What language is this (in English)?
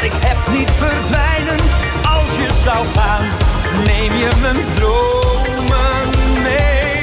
Dutch